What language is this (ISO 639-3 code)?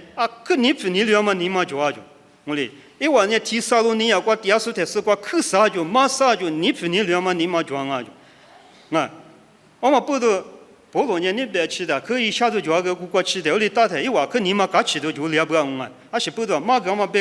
lis